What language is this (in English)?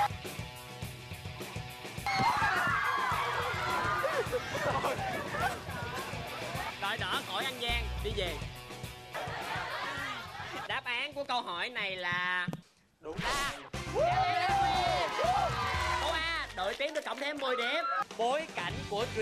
Vietnamese